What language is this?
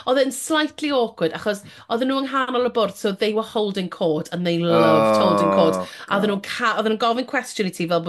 Welsh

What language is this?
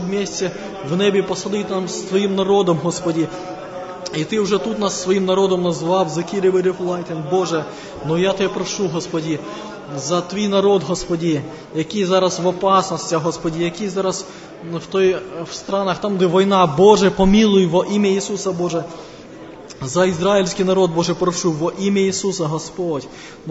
Ukrainian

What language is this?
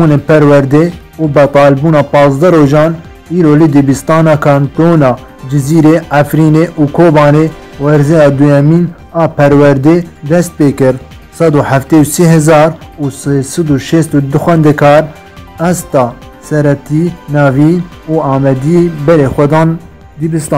Kurdish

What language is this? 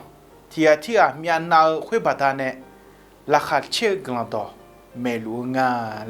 Akha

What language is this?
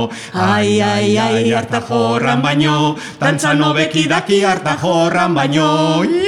Basque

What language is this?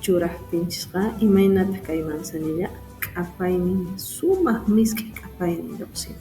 Quechua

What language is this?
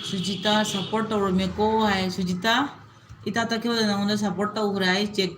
Manipuri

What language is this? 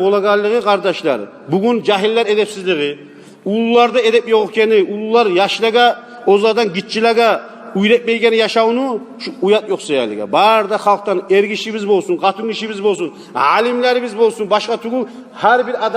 Kumyk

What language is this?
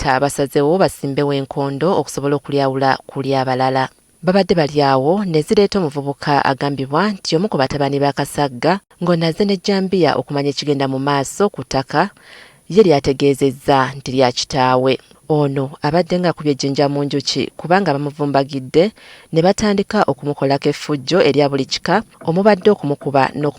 Ganda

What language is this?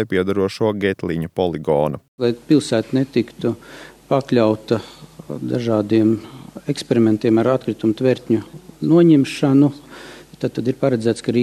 Latvian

